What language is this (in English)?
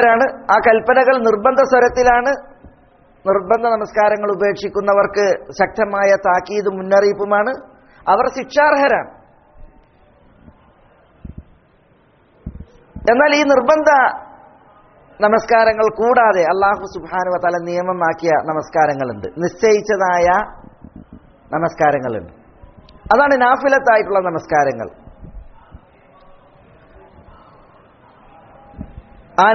Malayalam